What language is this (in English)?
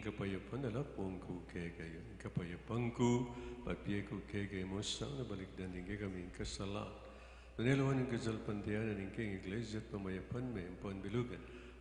Pampanga